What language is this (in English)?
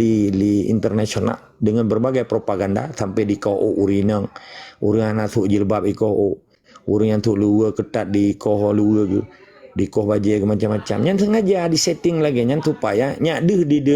Achinese